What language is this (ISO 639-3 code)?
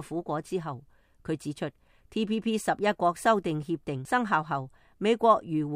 yue